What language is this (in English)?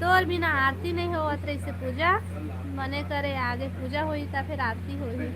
Chhattisgarhi